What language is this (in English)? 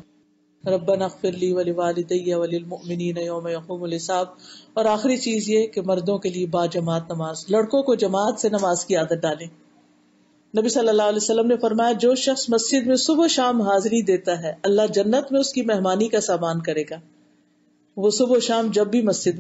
Urdu